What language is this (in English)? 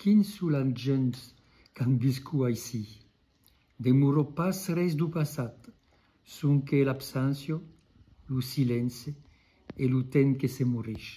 Occitan